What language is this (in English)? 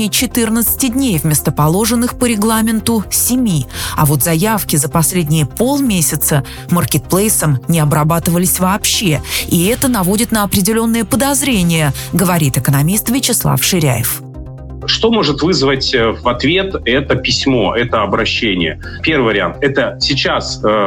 Russian